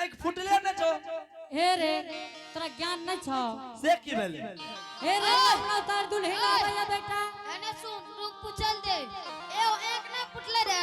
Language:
Angika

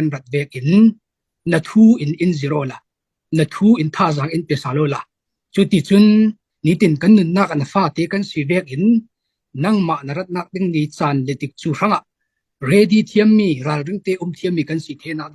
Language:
Falam Chin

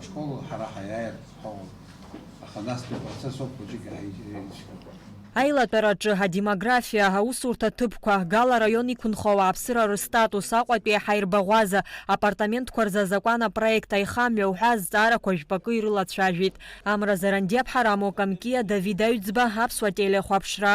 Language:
Abkhazian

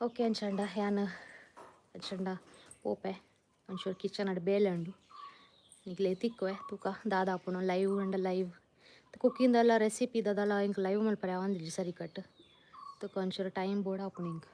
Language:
Tulu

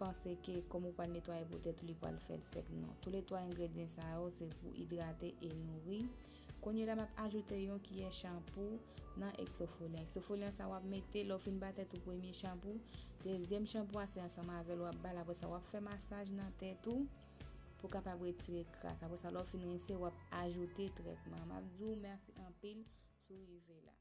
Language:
Haitian Creole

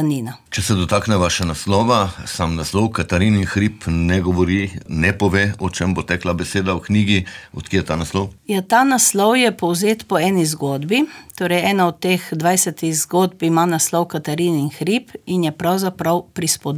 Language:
Slovenian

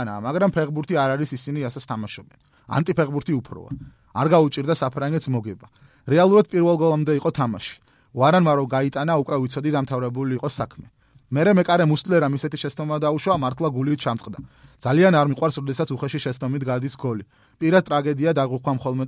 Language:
Georgian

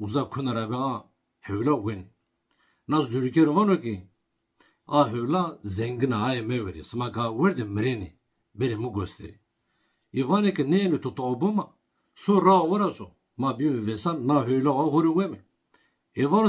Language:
Zaza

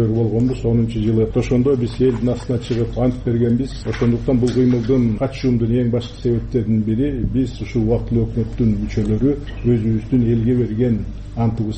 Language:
Kyrgyz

